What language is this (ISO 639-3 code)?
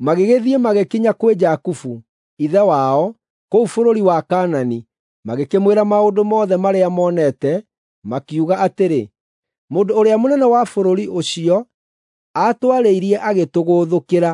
kik